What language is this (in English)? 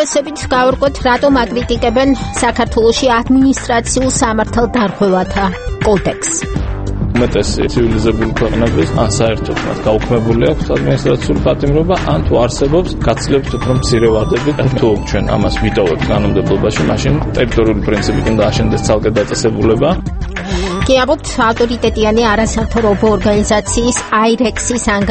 Georgian